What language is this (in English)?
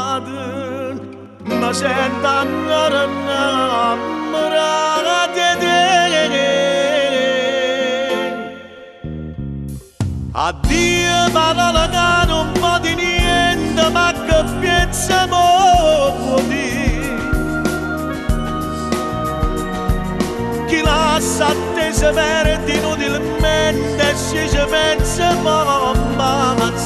Italian